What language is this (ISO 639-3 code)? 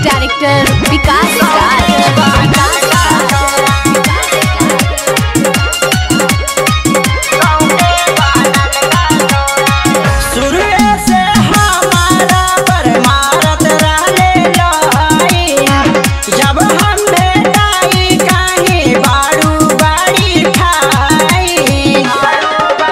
bho